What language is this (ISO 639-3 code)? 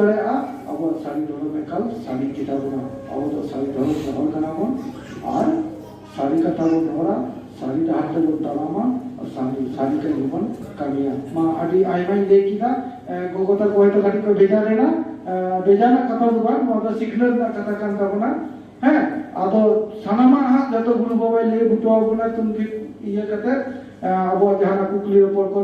sat